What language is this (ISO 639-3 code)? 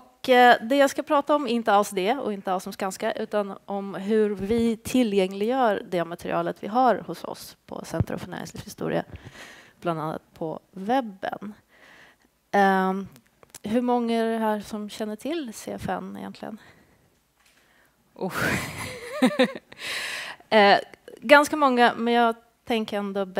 swe